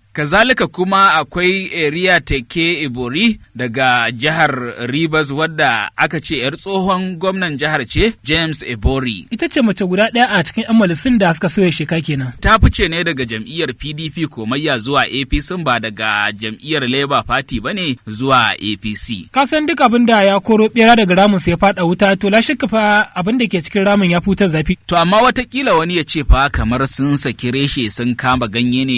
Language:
Hausa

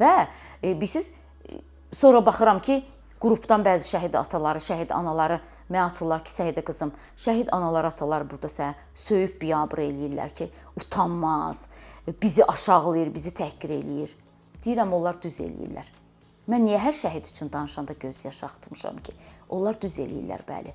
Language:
Azerbaijani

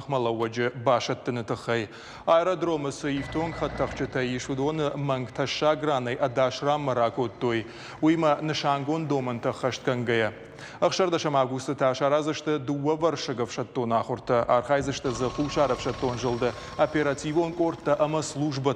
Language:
Ossetic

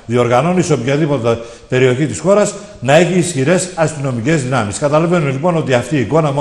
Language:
Greek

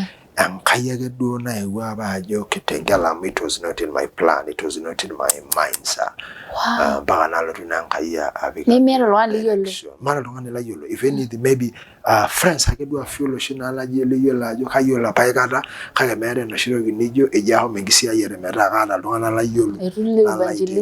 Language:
Masai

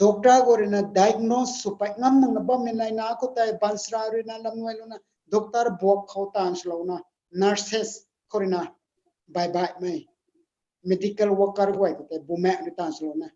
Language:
Rongmei Naga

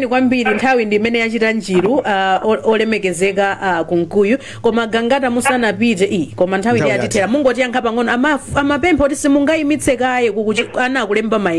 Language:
Nyanja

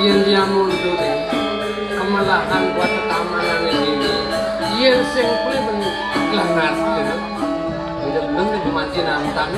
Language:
Balinese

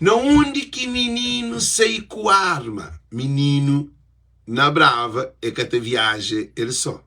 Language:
Kabuverdianu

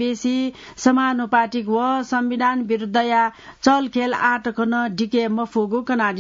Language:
Newari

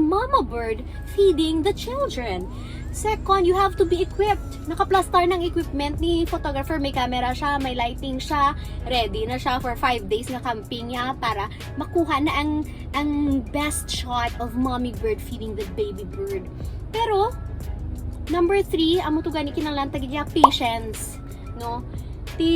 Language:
Hiligaynon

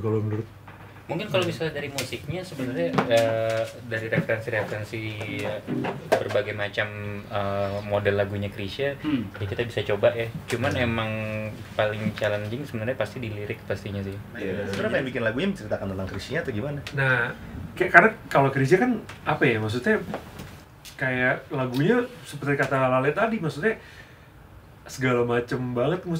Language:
Indonesian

